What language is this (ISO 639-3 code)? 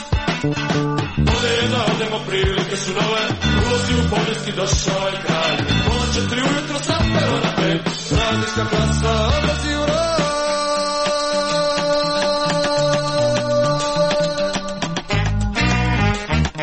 hrv